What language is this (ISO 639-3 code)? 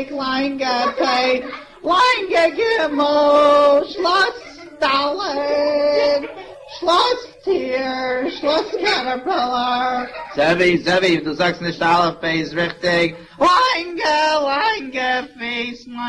yid